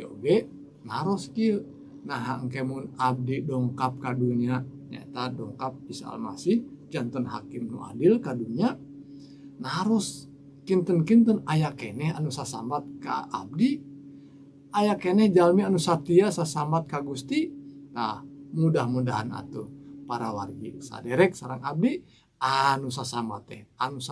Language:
Sundanese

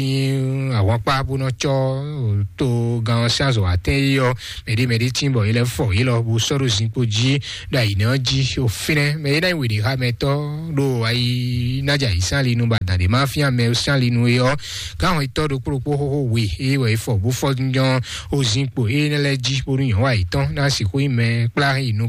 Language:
Fon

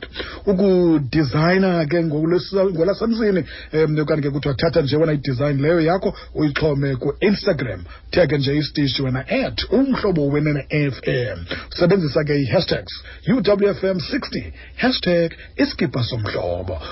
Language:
Xhosa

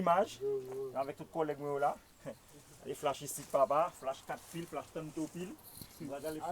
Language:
Haitian Creole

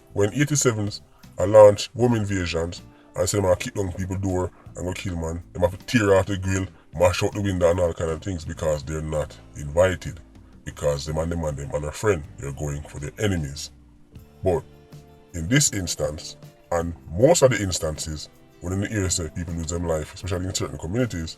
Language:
Jamaican Creole English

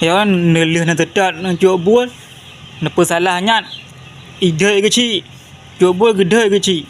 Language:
Achinese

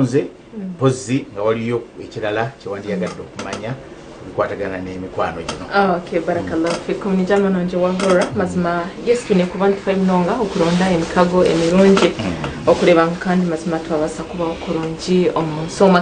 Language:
Nyankole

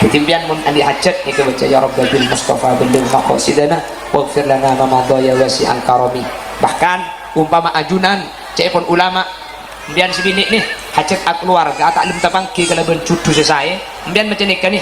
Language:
Madurese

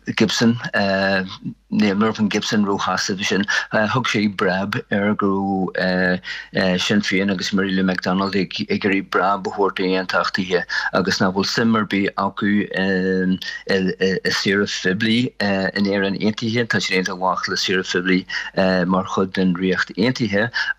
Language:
Irish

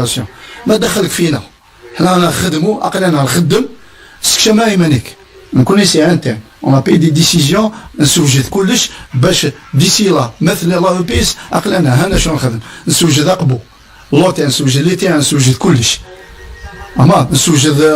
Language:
Kabyle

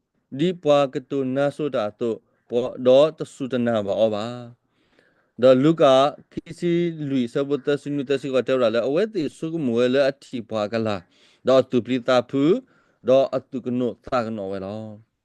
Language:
S'gaw Karen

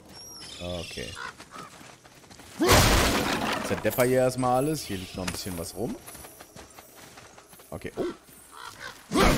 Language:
German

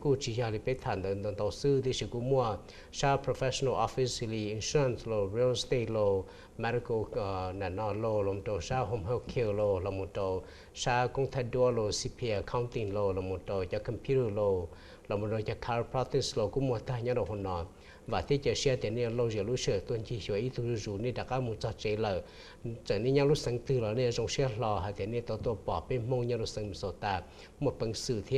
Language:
Hmong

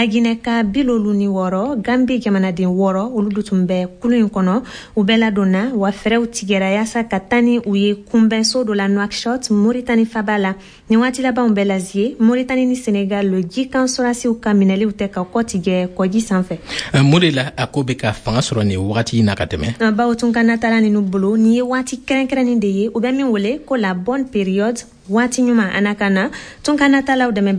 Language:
Bambara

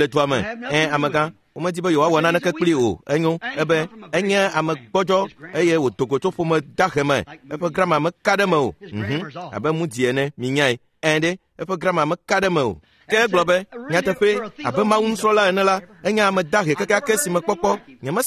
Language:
Ewe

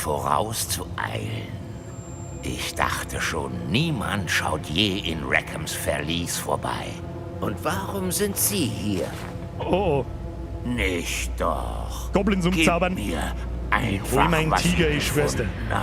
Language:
Bavarian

